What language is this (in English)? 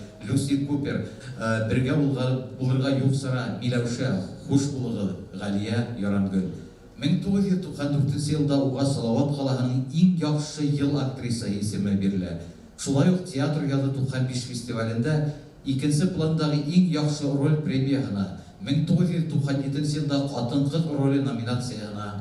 Bashkir